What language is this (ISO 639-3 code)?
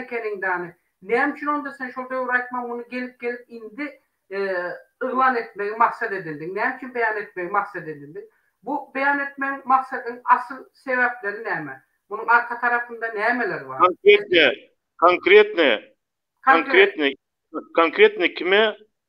tuk